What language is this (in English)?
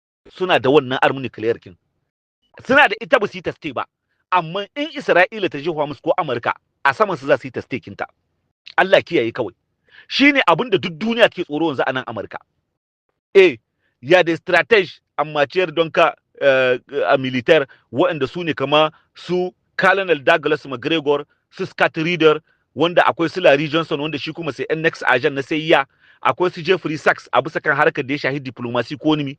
Hausa